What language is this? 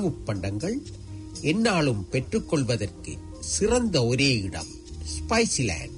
Tamil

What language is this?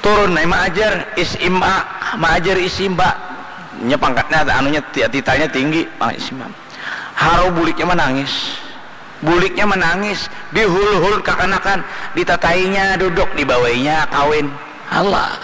Banjar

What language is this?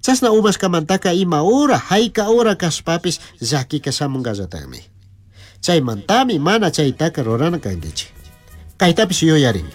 Chimborazo Highland Quichua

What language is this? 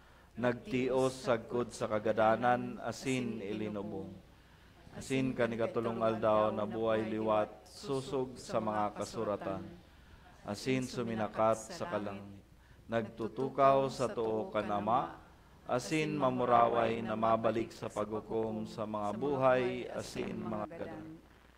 Bikol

